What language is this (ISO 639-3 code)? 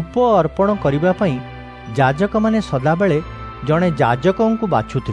ori